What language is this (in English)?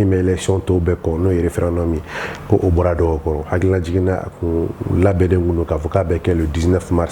Bambara